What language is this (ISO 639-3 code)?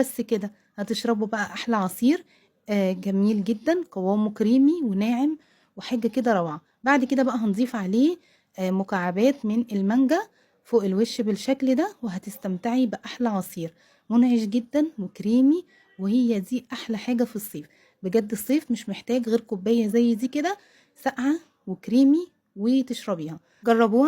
arz